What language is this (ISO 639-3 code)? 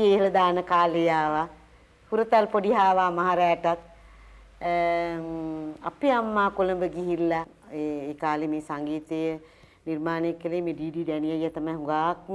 sin